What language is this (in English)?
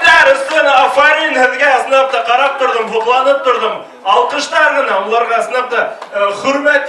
Bashkir